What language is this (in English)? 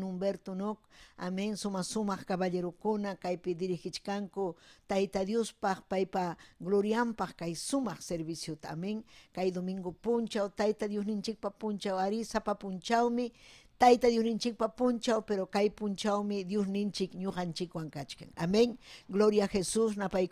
Ayacucho Quechua